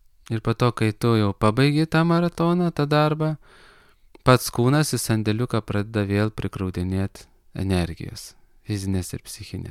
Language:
Lithuanian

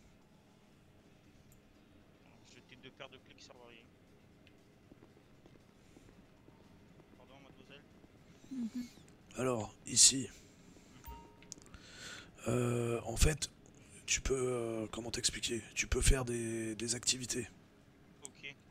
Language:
French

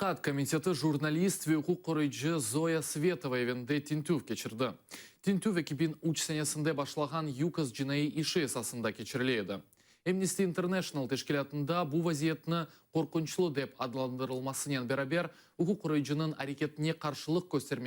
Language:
Crimean Tatar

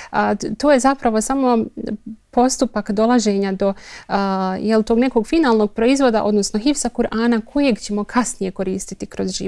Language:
Bosnian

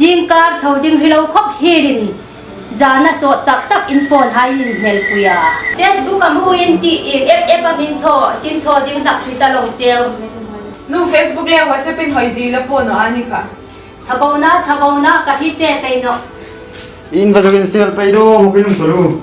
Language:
Hmar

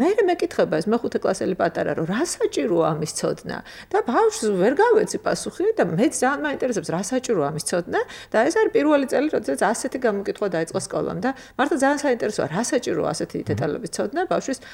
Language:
Georgian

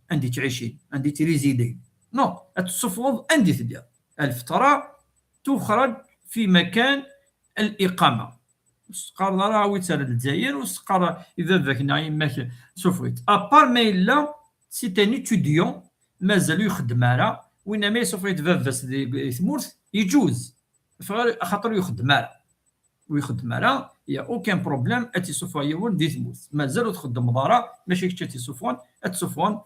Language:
Kabyle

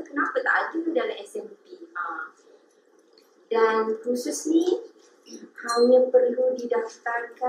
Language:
Malay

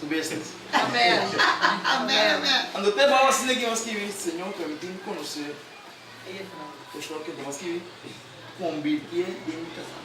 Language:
Papiamento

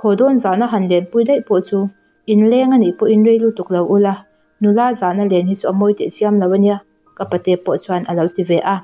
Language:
Mizo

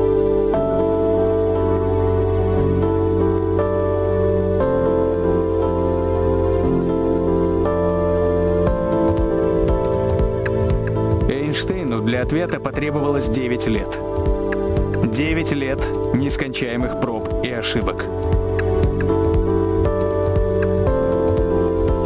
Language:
Russian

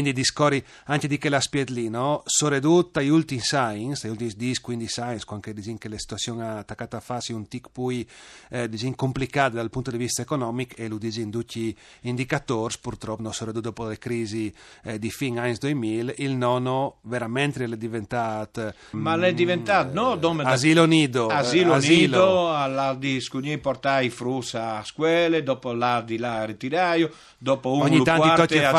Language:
Friulian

